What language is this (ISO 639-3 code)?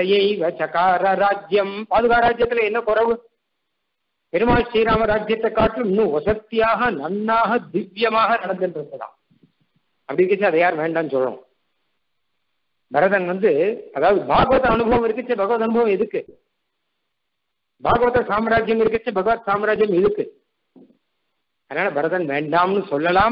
tam